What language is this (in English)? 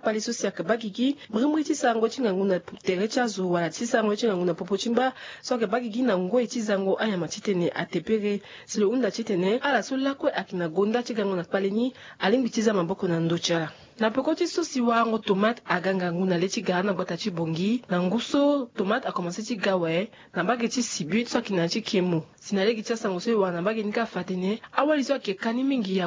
Sango